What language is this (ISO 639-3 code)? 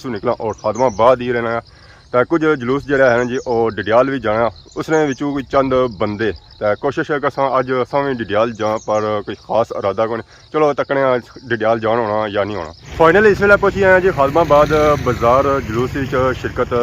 phr